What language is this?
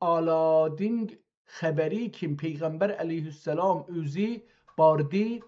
South Azerbaijani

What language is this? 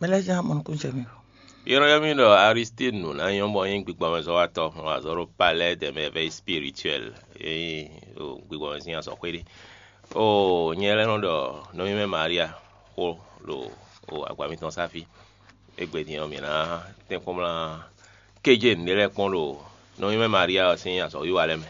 Fon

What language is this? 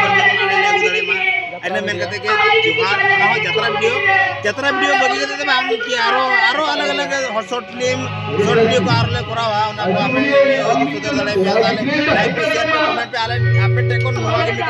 Santali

